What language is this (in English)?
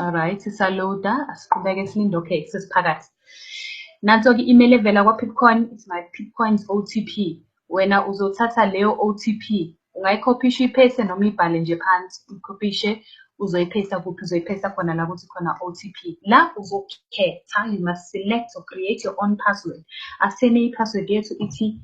Zulu